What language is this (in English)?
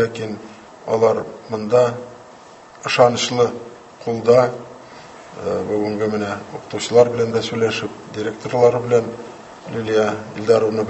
Tatar